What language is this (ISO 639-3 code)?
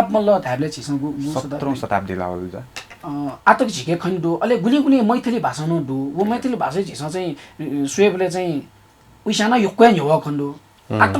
new